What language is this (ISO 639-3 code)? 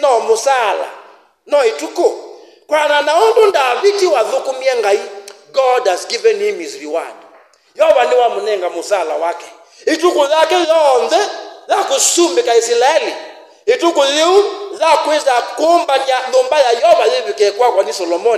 kam